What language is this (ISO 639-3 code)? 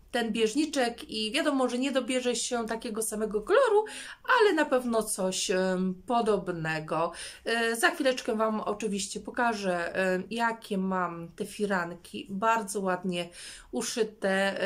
pol